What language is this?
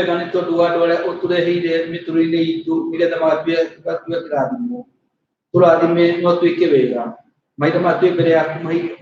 Kikuyu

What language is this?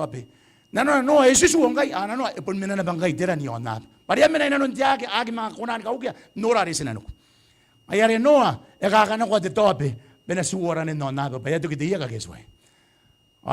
Gilbertese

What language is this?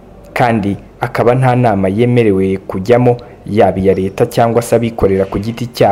Kinyarwanda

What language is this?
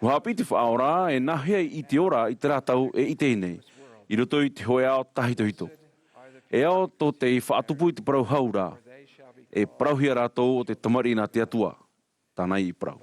Tahitian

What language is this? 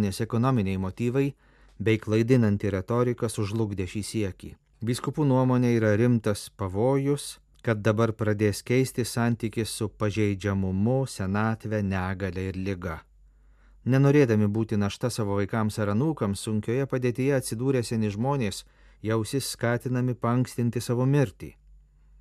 Lithuanian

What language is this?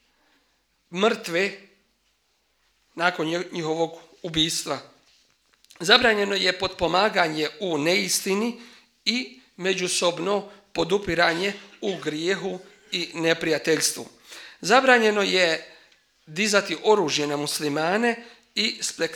Bosnian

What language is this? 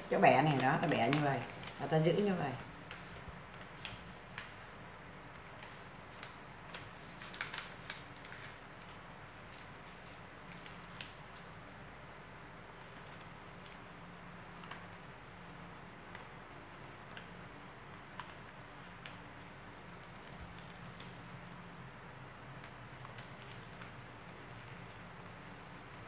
Vietnamese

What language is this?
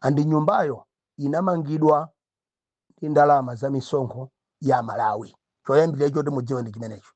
Nyanja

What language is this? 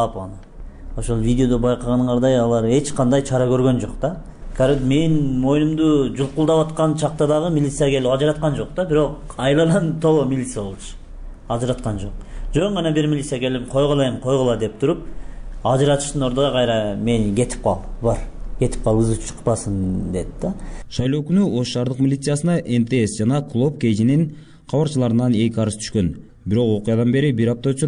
Kyrgyz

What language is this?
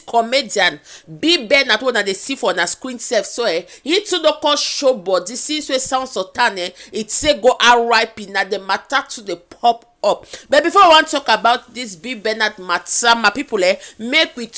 Nigerian Pidgin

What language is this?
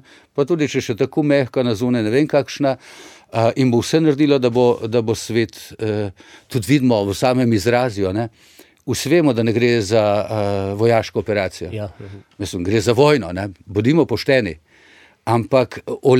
Slovenian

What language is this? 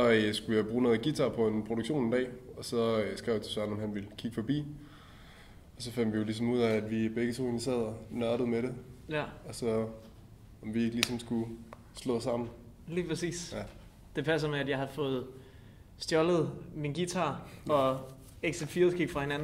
Danish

